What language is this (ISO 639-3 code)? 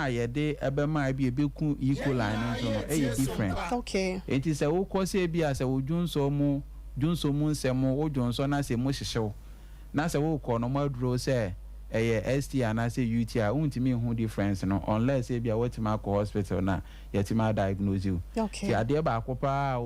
aka